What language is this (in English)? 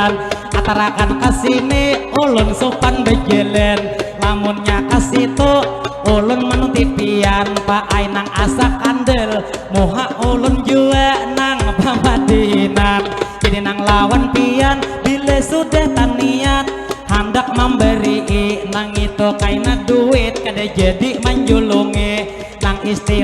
Banjar